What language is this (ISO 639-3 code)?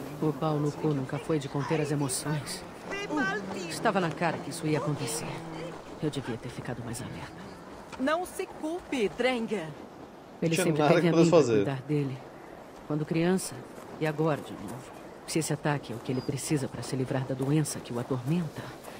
por